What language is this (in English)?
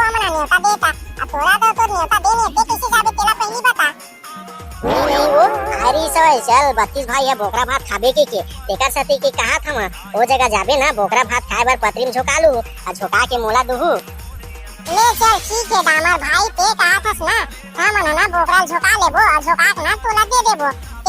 Chhattisgarhi